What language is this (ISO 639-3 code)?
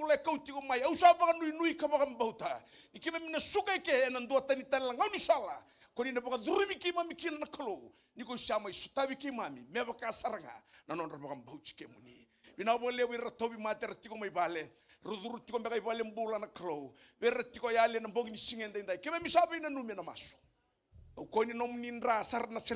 fij